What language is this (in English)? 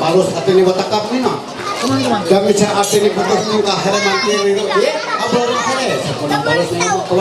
Ma'anyan